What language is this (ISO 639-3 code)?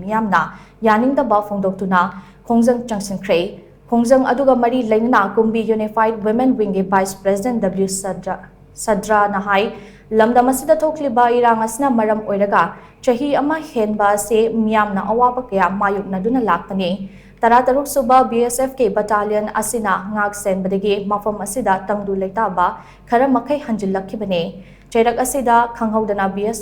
mni